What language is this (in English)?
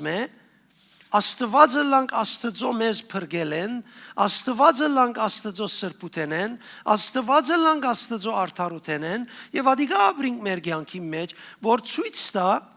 Western Armenian